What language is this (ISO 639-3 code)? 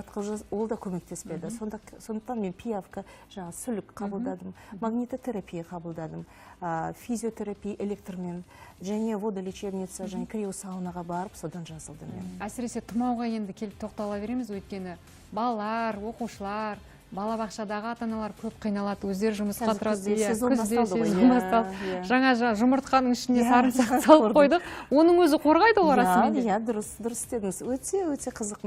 kaz